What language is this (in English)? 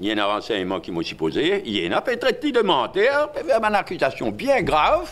Morisyen